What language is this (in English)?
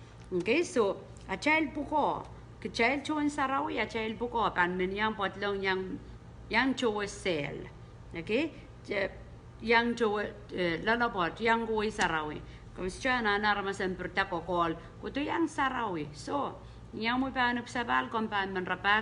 Pohnpeian